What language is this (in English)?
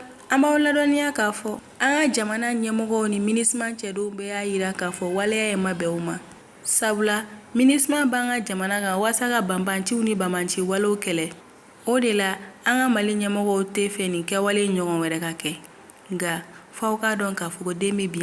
Bambara